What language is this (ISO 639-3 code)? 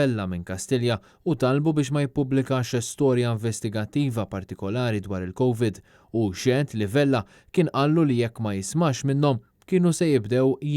mlt